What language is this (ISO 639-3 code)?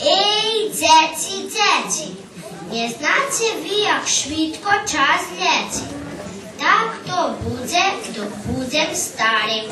rue